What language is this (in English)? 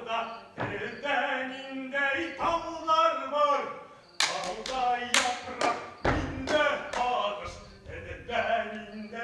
Bashkir